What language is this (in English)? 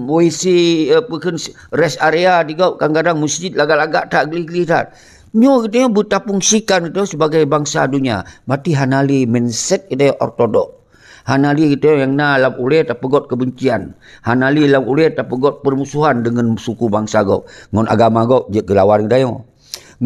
Achinese